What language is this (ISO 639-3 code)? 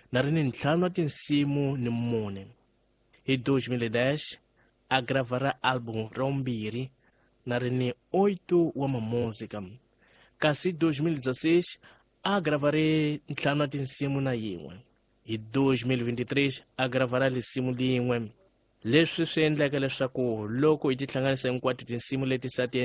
tso